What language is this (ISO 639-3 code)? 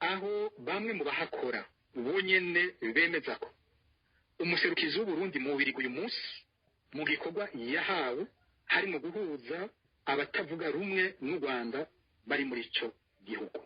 run